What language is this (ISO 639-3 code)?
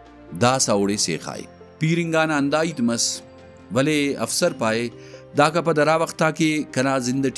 brh